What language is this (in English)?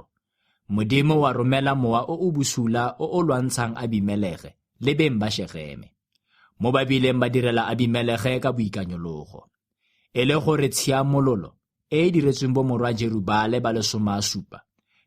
Tswana